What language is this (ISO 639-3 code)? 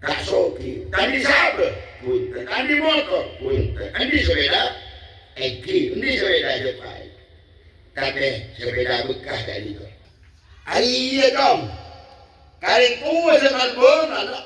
mad